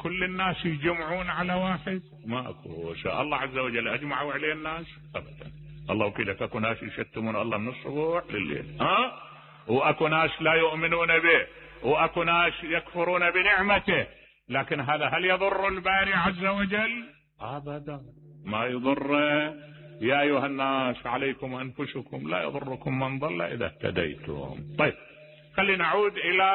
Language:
Mesopotamian Arabic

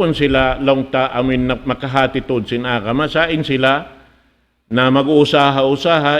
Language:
Tausug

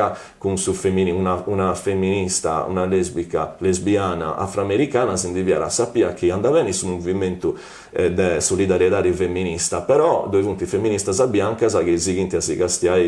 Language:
Sardinian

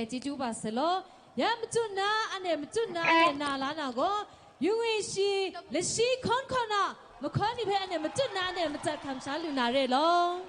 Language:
Kachin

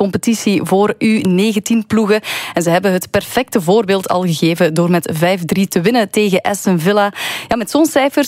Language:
Dutch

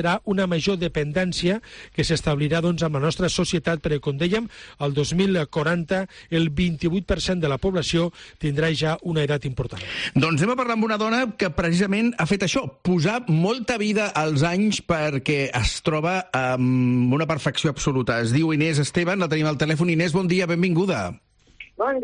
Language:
Catalan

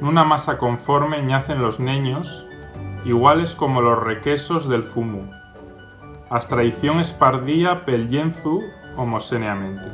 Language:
Asturian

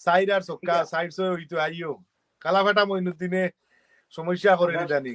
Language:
Sylheti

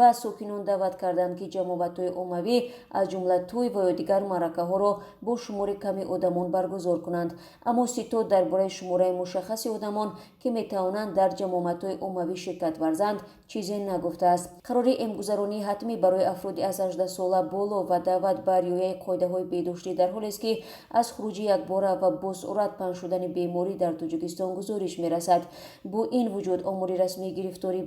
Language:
Tajik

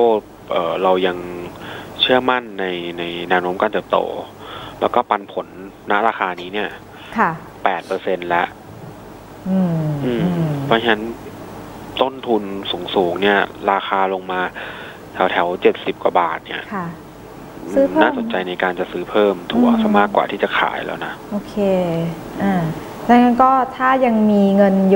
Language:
Thai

